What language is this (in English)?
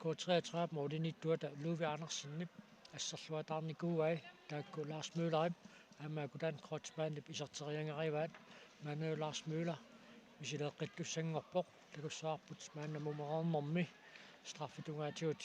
Kalaallisut